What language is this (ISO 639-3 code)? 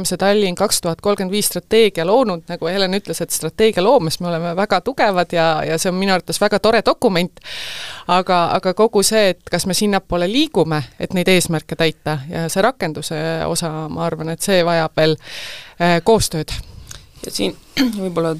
est